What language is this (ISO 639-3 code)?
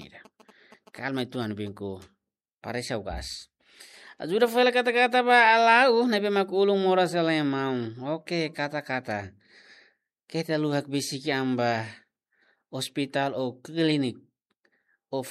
tet